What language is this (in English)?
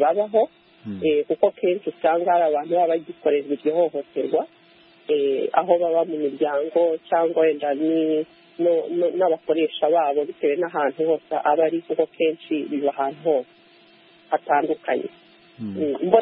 Kinyarwanda